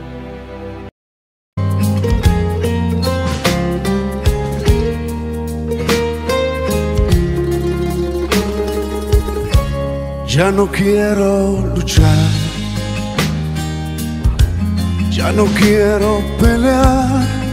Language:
Spanish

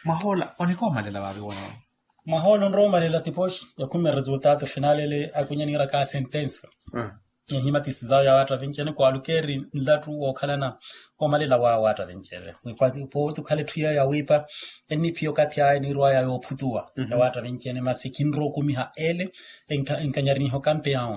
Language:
Makhuwa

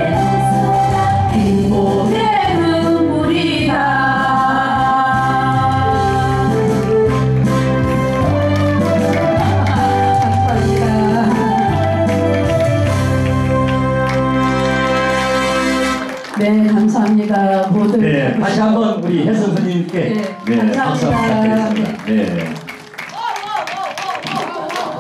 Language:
Korean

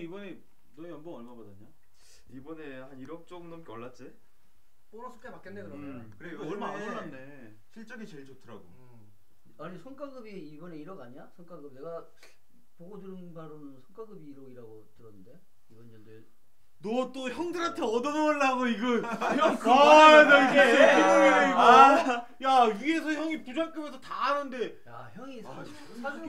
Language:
Korean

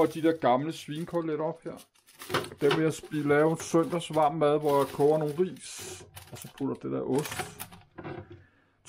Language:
Danish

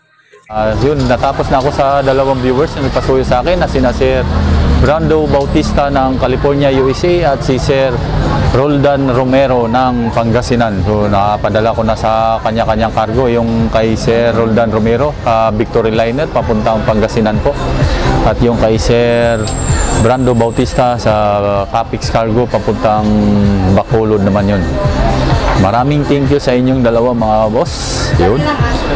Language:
Filipino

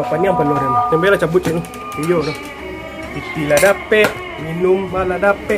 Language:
Minangkabau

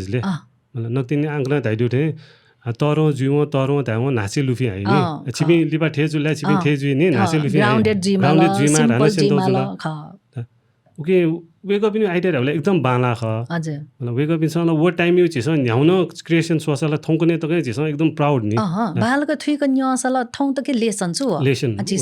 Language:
Newari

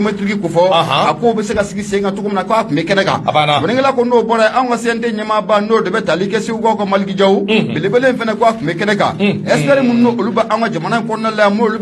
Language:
Bambara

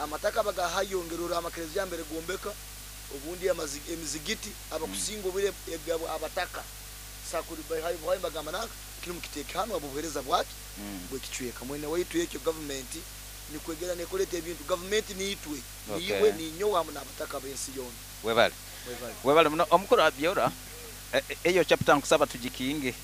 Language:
Nyoro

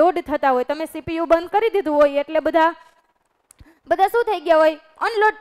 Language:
Gujarati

